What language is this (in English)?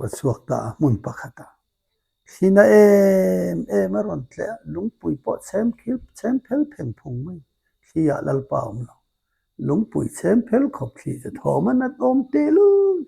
Mizo